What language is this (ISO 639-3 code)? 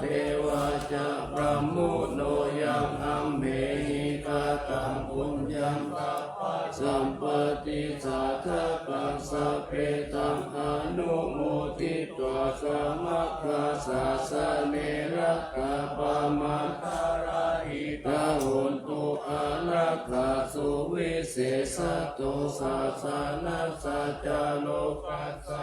pli